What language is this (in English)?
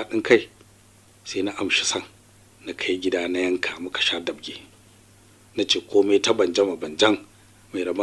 Hausa